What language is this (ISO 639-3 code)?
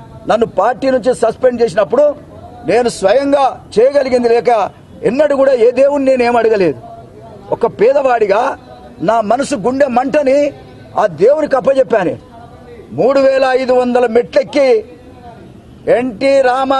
tel